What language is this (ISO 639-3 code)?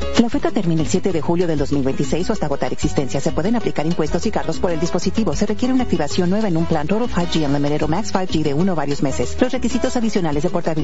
spa